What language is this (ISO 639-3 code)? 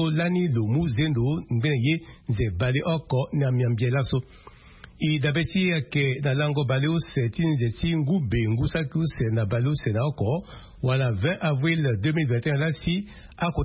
sag